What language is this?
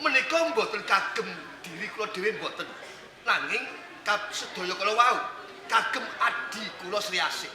Javanese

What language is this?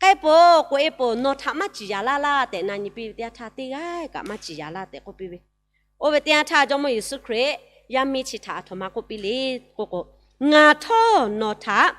Lahu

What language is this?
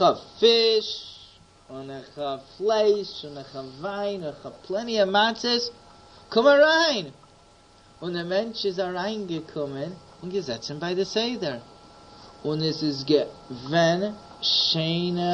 Yiddish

